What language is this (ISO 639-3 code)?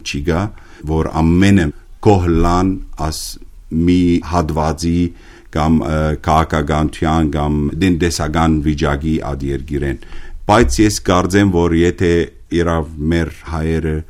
hye